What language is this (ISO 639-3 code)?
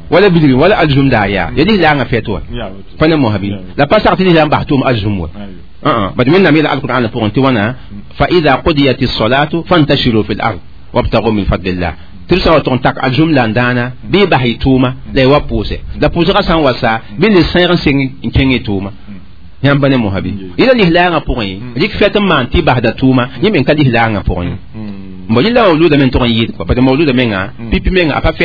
mos